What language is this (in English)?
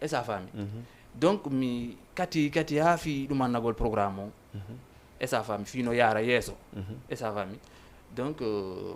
Fula